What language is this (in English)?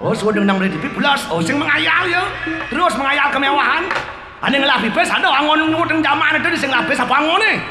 Balinese